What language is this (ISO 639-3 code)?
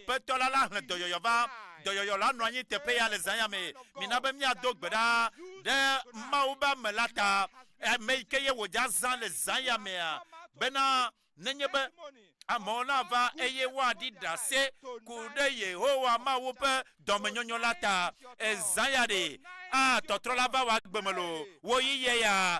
ewe